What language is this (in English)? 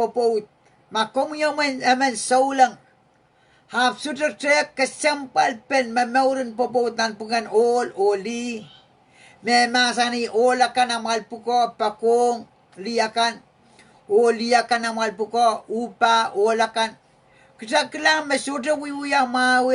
Pohnpeian